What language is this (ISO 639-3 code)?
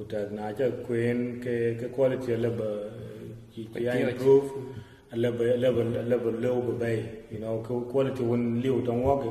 din